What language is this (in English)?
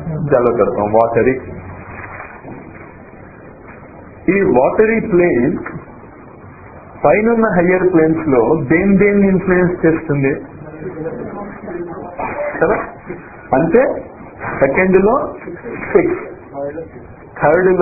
Telugu